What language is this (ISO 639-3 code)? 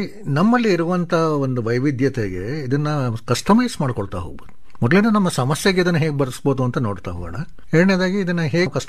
kan